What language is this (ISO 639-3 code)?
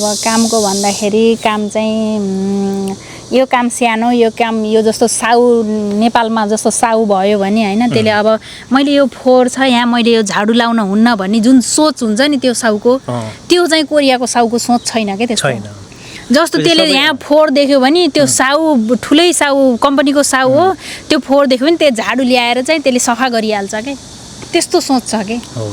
nep